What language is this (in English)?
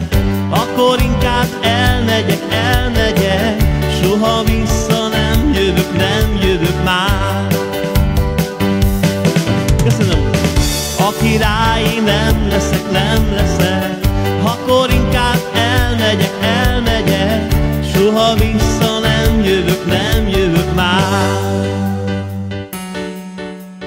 Hungarian